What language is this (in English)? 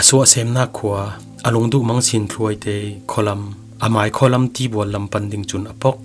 Falam Chin